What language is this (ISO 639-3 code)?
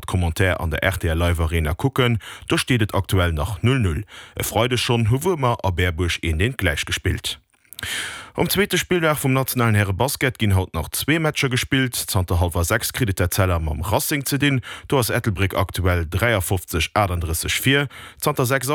ltz